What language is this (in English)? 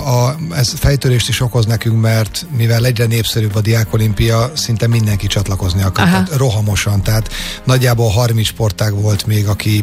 Hungarian